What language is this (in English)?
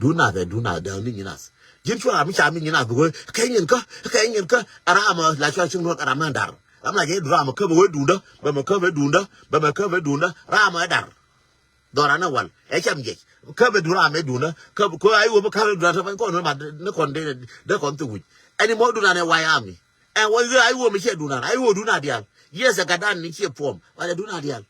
Nuer